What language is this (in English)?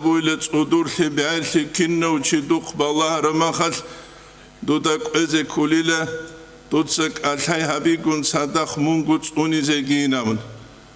Avaric